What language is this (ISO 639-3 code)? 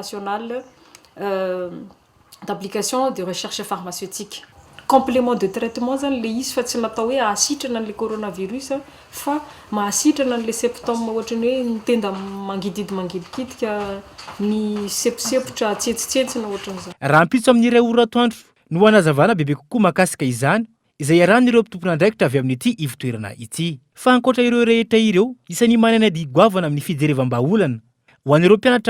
mlg